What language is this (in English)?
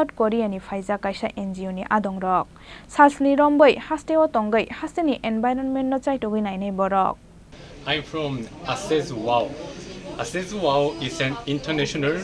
Kok Borok